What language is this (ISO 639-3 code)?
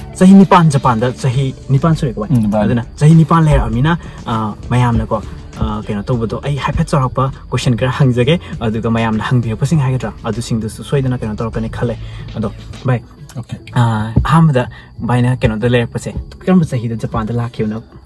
mni